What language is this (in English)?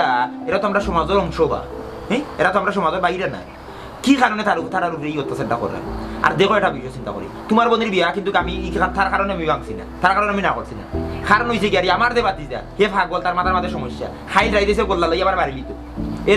Sylheti